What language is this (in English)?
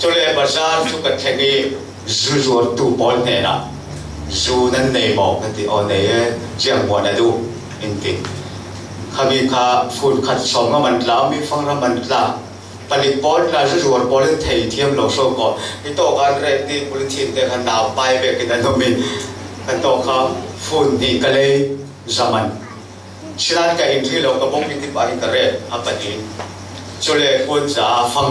Falam Chin